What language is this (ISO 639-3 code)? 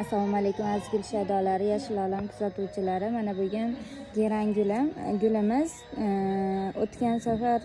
uzb